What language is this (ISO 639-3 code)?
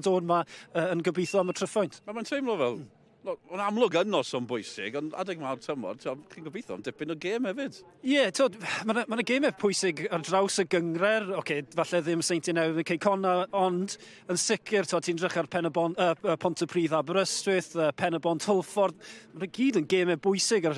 cym